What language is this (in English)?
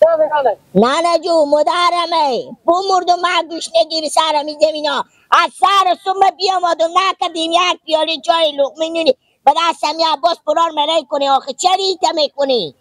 Persian